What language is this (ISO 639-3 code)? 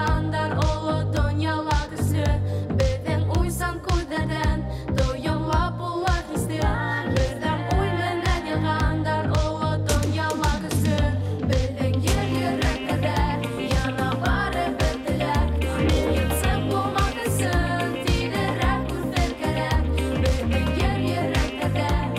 bak